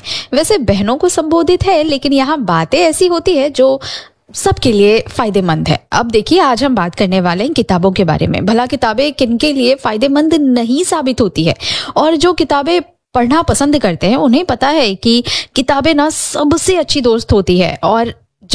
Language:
Hindi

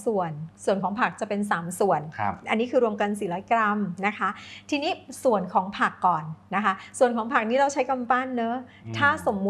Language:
Thai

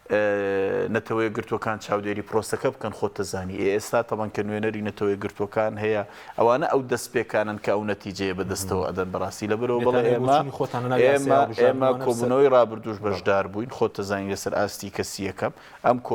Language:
Central Kurdish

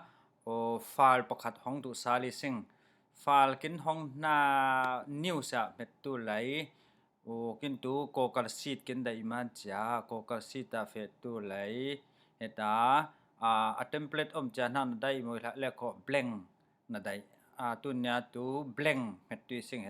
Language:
Falam Chin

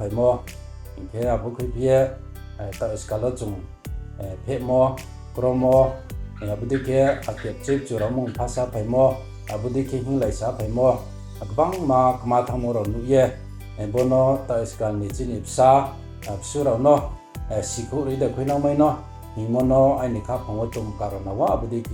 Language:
Riang (India)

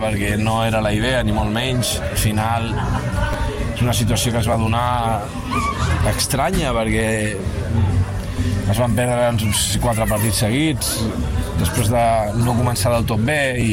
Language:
Catalan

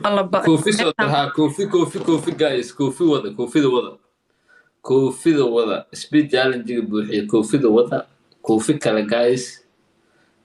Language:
Somali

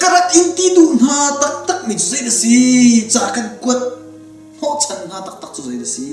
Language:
Hakha Chin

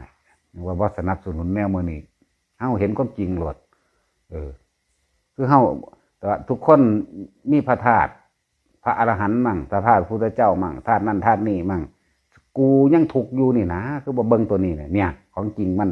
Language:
Northeastern Thai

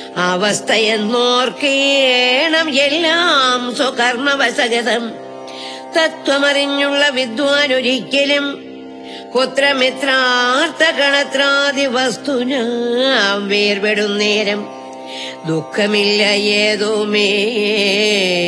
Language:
Malayalam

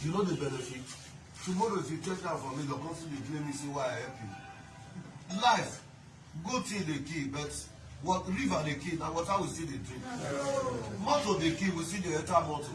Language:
Nigerian Pidgin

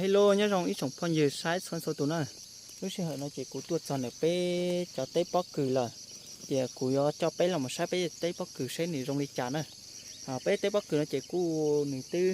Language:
Hmong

